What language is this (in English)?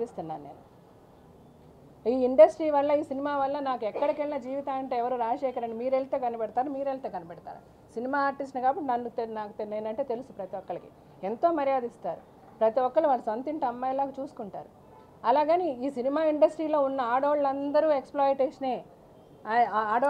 Telugu